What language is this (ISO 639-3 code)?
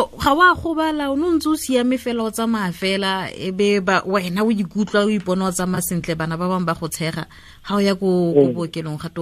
tsn